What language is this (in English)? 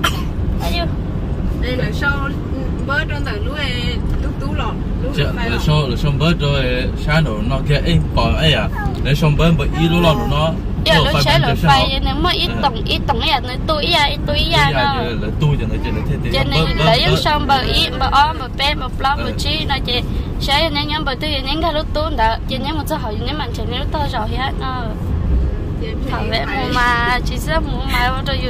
Vietnamese